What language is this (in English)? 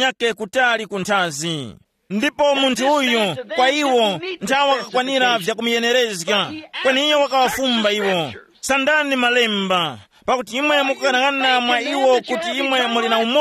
Tumbuka